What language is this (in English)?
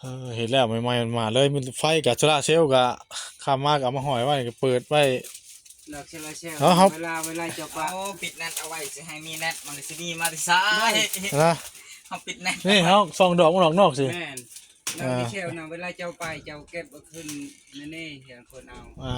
Northeastern Thai